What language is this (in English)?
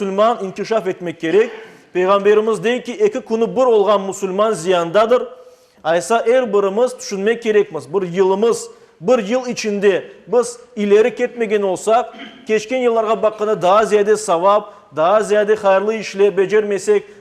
Crimean Tatar